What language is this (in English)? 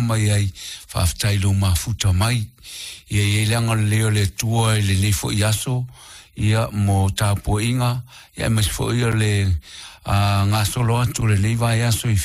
Samoan